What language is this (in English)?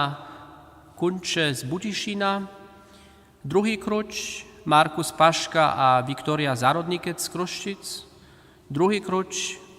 Upper Sorbian